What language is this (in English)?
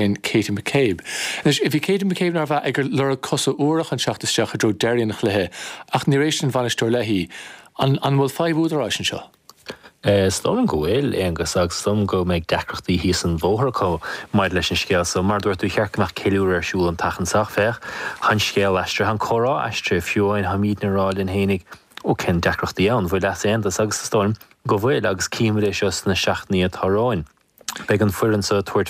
Irish